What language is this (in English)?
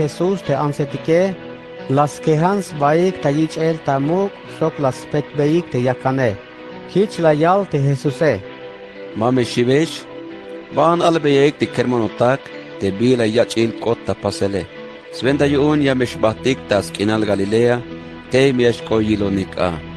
Tzeltal